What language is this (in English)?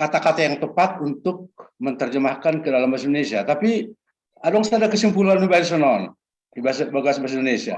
Batak Simalungun